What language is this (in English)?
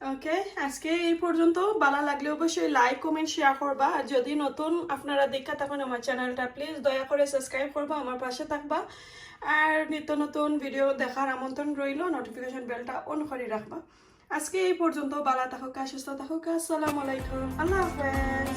Sylheti